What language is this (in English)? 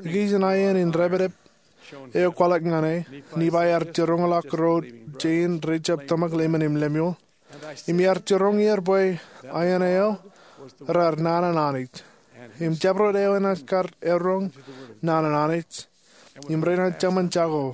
Marshallese